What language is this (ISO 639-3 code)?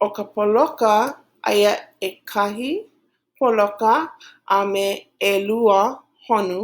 haw